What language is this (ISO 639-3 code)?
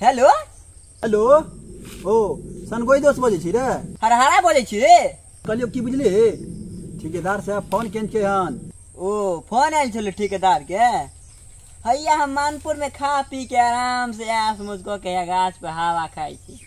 mai